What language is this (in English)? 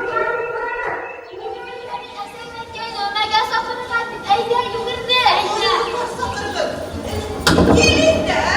Bashkir